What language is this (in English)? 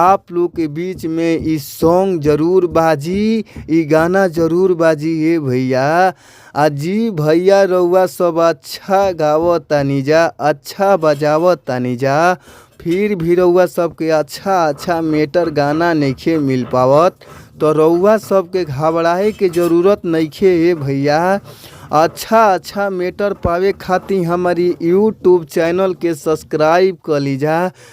Bhojpuri